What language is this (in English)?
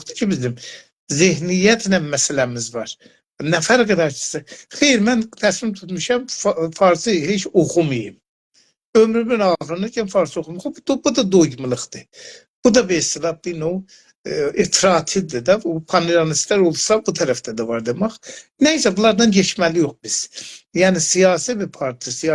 South Azerbaijani